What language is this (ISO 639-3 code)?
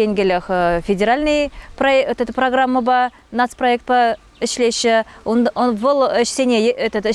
chv